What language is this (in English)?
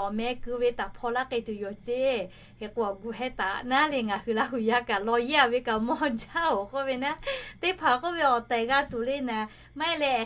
Lahu